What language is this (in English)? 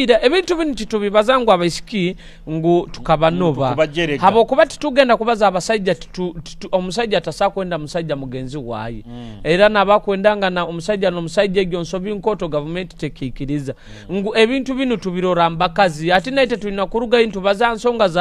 Nyoro